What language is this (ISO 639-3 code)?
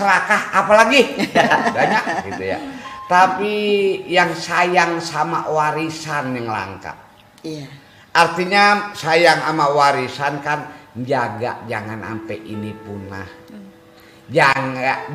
bew